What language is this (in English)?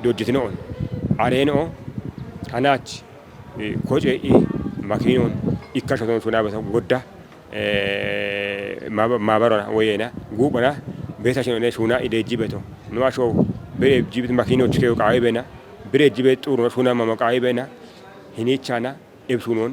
Kafa